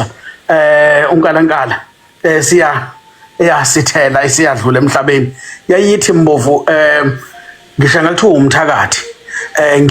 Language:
Zulu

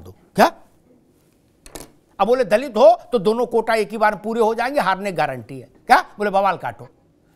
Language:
Hindi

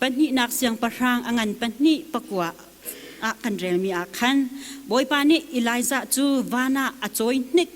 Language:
Hakha Chin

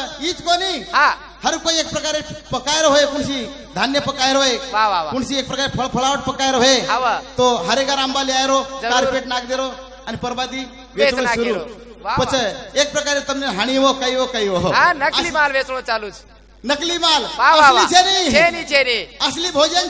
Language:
Lambadi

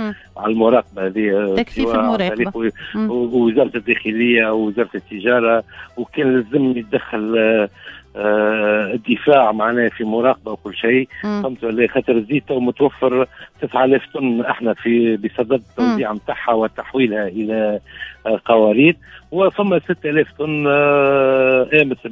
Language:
Tunisian Arabic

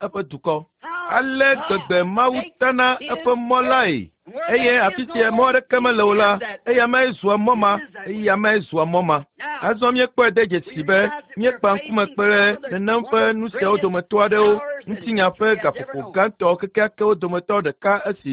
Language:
Ewe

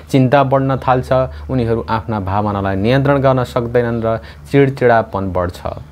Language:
Nepali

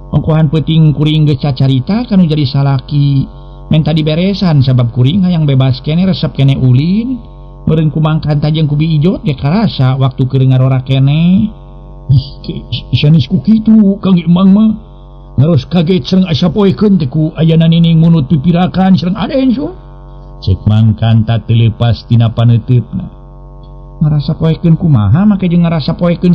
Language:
Sundanese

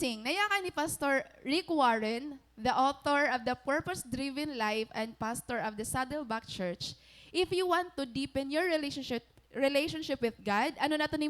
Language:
Waray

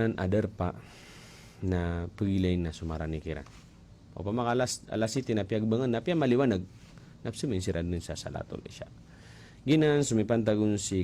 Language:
Maranao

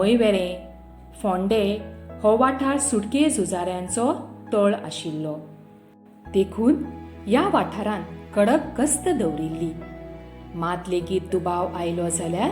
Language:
Konkani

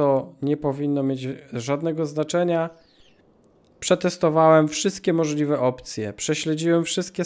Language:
Polish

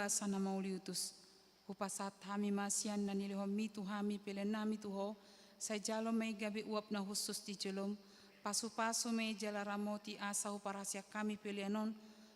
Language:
Batak Toba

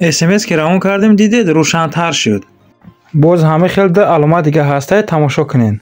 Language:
Tajik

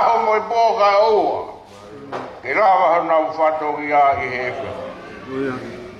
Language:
Tongan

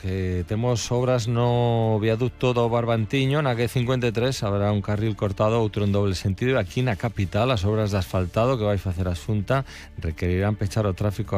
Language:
Galician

